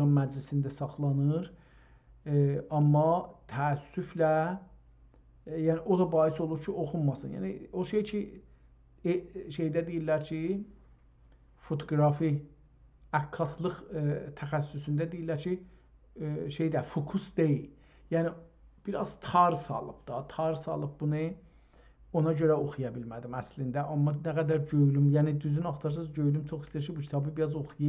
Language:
South Azerbaijani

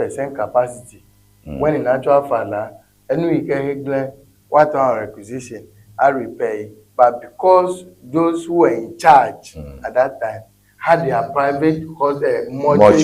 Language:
Ewe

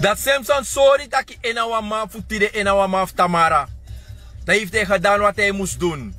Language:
Sranan Tongo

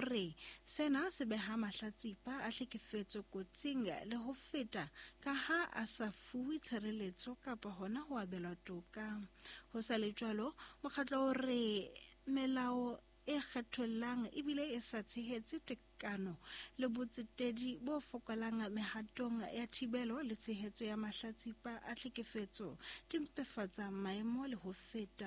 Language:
Southern Sotho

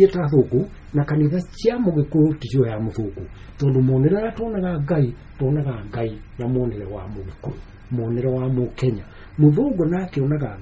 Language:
Kikuyu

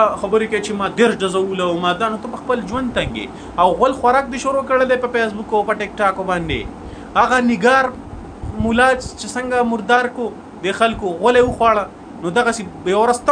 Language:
Pashto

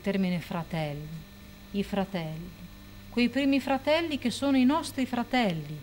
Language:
Italian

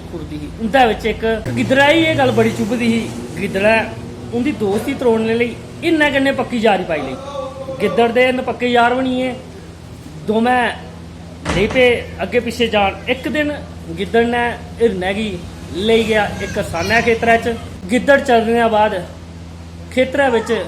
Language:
Dogri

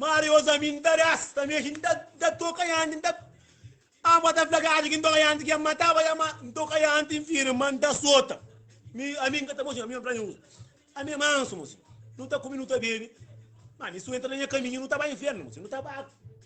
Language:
Kabuverdianu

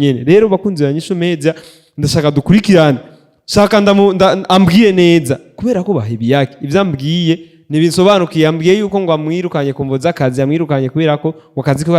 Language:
Rundi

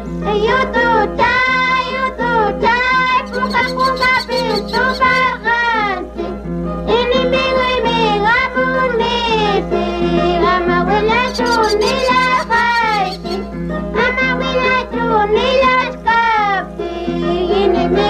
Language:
Ayacucho Quechua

